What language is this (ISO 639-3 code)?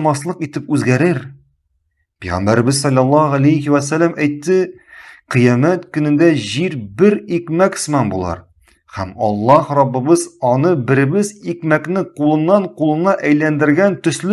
tat